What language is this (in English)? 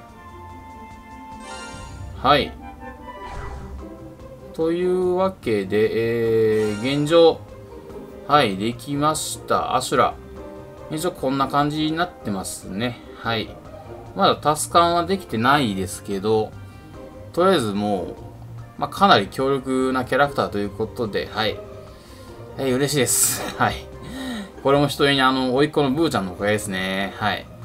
Japanese